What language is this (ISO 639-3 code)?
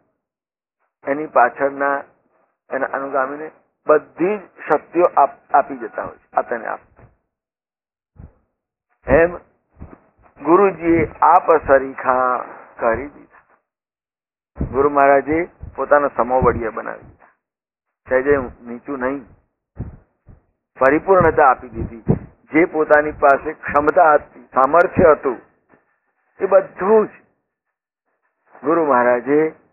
guj